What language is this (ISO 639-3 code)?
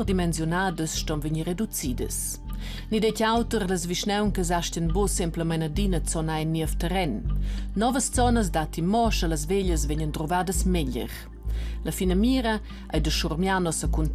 roh